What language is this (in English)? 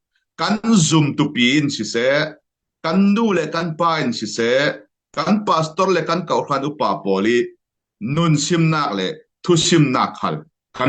Falam Chin